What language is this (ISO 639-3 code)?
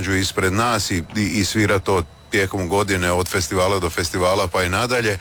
hrv